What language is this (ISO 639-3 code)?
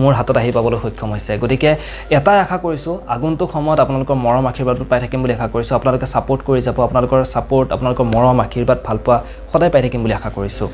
asm